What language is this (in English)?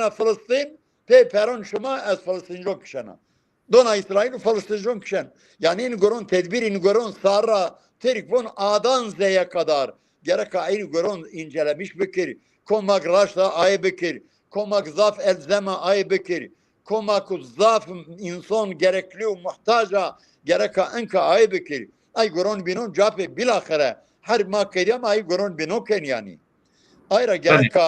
Zaza